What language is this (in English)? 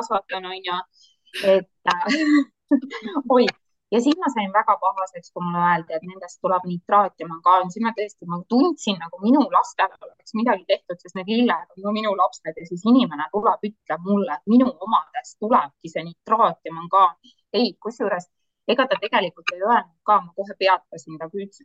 Estonian